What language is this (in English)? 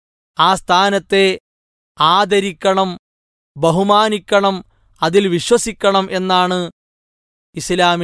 Malayalam